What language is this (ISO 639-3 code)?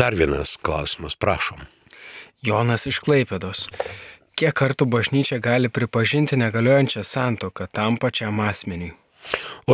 lit